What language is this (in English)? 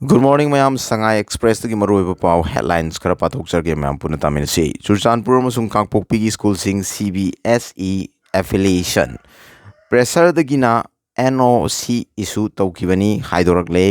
Manipuri